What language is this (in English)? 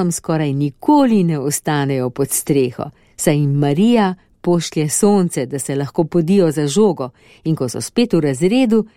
Slovenian